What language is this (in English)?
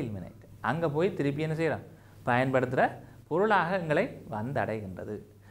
Tamil